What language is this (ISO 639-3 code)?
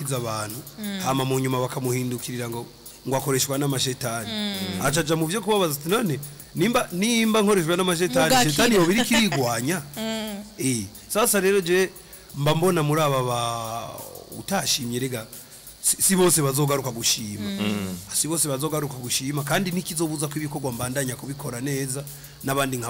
run